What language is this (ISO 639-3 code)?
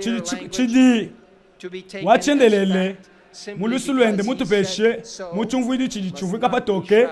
lua